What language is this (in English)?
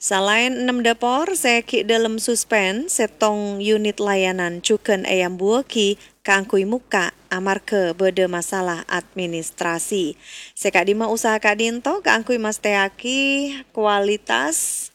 Madurese